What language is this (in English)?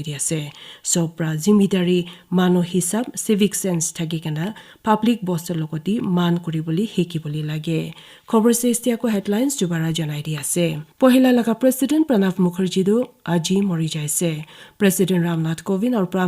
Naga Pidgin